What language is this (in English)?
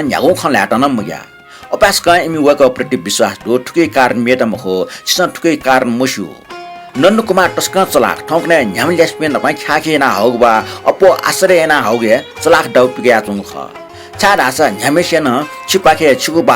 Newari